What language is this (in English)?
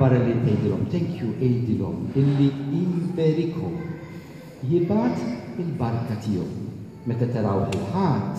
Maltese